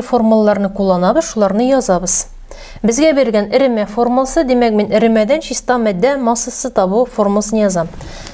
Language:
Tatar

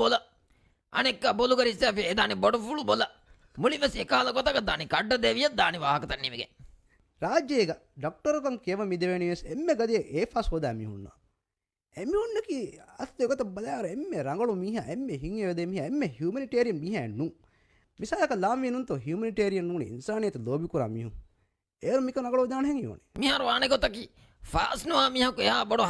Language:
Divehi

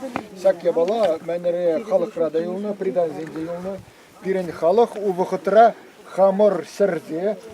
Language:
Chuvash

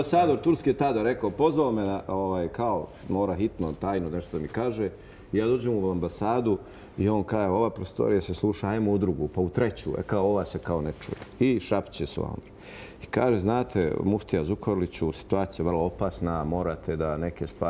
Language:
Serbian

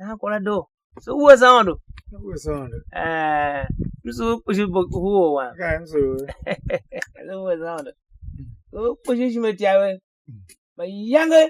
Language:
Tiv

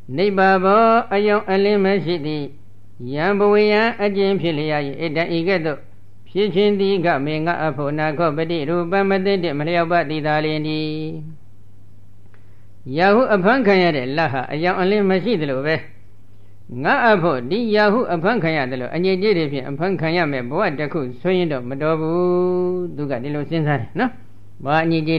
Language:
Burmese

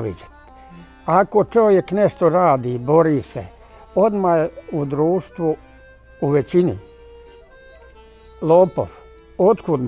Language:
Bosnian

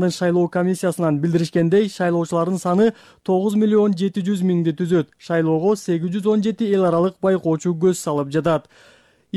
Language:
Kyrgyz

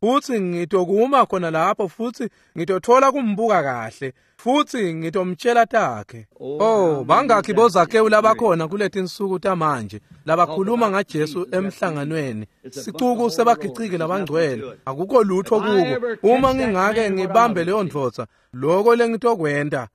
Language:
Swati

